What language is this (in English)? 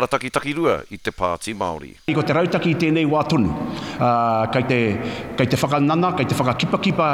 Māori